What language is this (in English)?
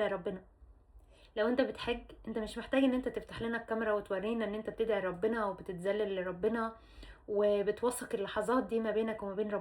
Egyptian Arabic